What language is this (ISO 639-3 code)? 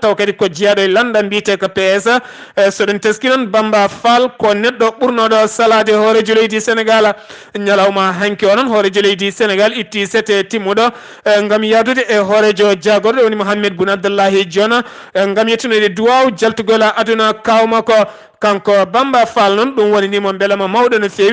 ful